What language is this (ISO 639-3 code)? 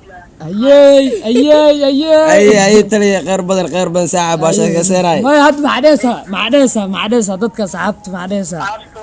som